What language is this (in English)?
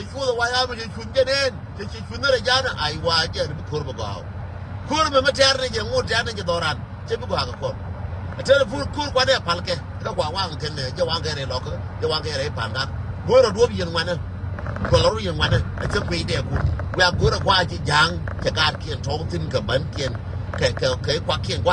Nuer